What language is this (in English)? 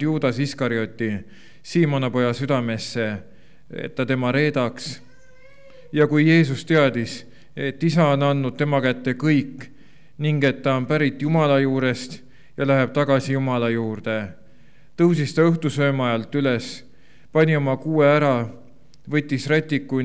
Estonian